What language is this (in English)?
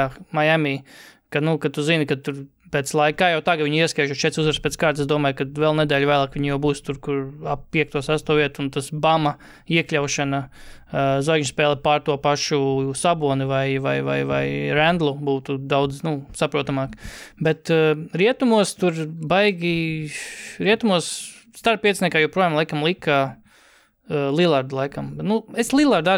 Latvian